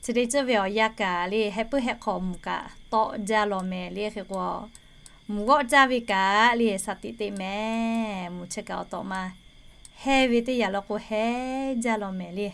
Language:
Lahu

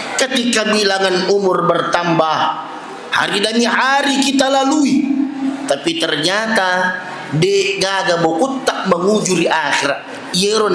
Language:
Buginese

